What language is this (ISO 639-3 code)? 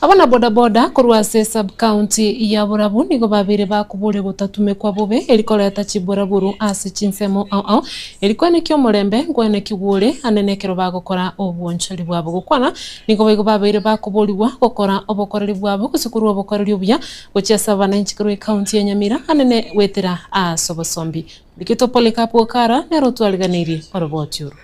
guz